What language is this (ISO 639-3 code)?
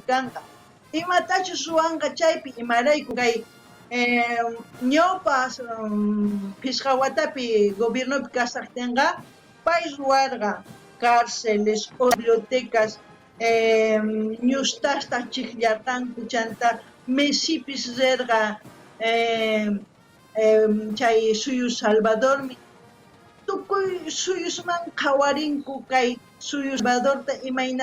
quh